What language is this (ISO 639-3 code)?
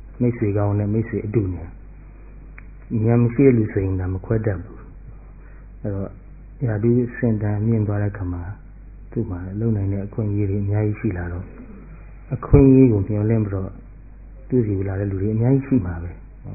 mya